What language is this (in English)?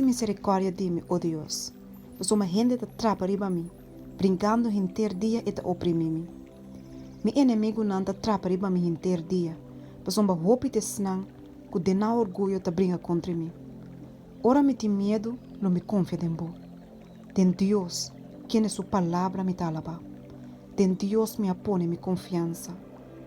Papiamento